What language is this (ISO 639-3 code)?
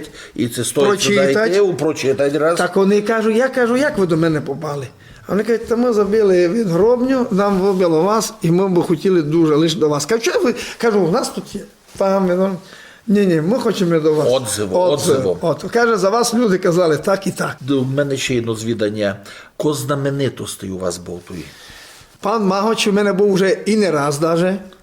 rue